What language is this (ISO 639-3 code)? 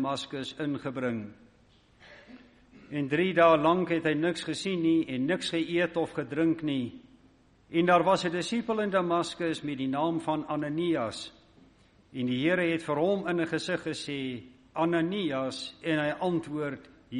afr